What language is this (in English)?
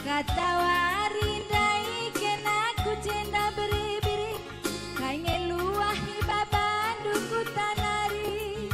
Batak Karo